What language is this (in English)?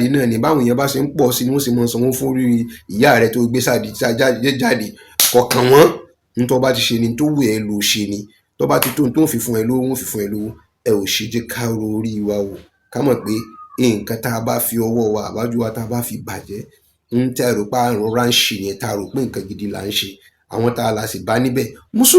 Yoruba